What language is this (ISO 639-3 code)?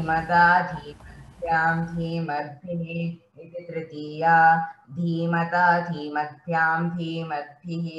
san